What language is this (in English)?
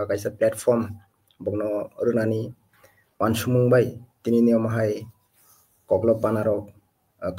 Kok Borok